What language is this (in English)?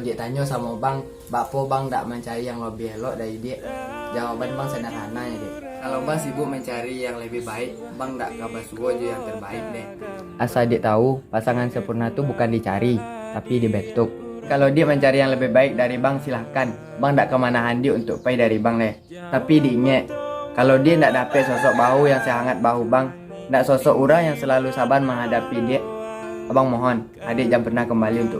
Minangkabau